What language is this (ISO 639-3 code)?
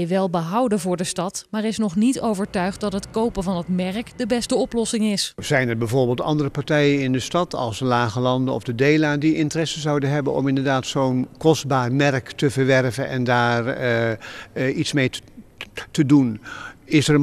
nld